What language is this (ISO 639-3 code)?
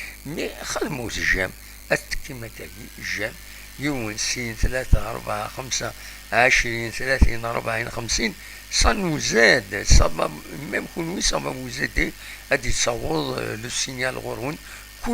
kab